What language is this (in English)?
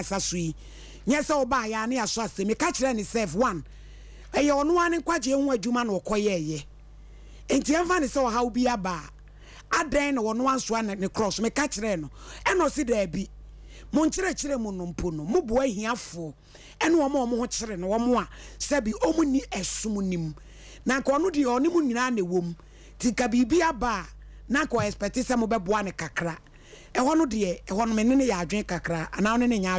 Akan